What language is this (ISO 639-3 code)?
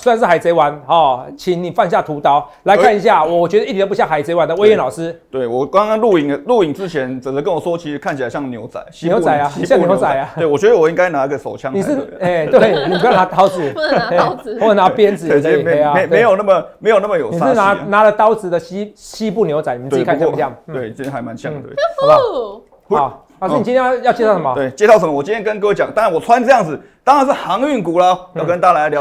zho